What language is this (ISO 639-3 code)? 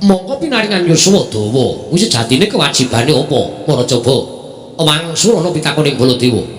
jav